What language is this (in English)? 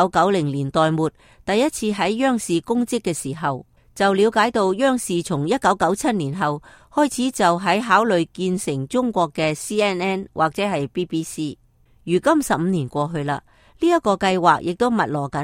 Cantonese